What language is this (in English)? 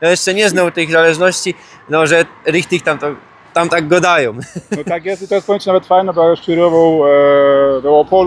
Silesian